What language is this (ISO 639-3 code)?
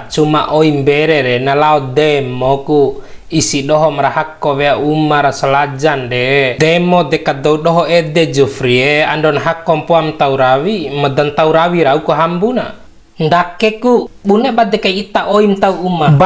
bhp